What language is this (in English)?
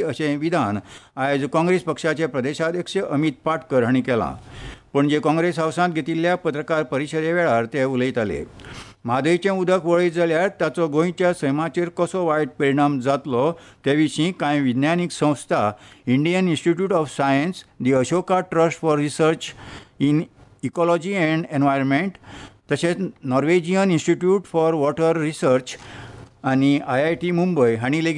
Konkani